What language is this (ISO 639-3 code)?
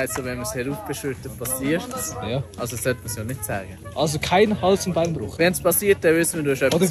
gsw